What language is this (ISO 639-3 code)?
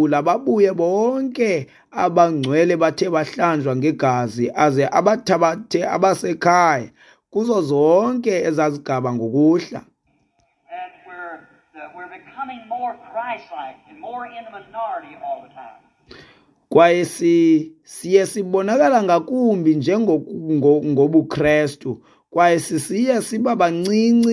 xho